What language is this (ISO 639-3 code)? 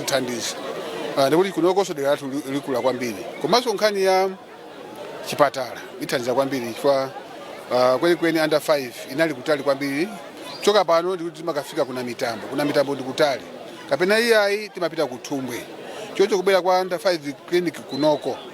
nya